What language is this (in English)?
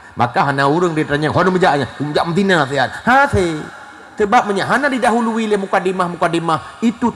Achinese